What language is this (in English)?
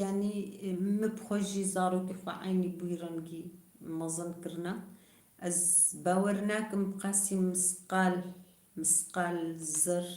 Kurdish